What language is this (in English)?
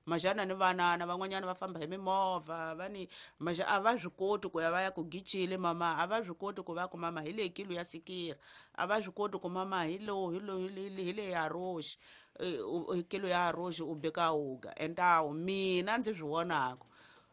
Tsonga